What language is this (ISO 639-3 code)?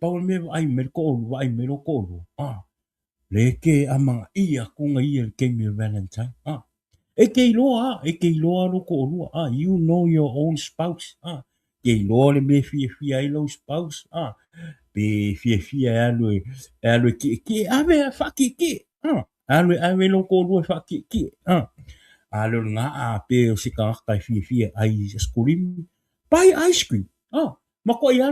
smo